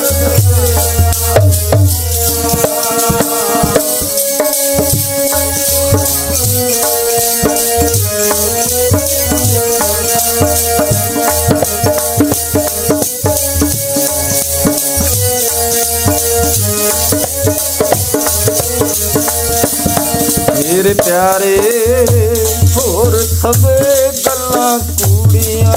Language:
Punjabi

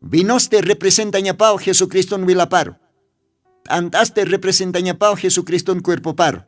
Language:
Aymara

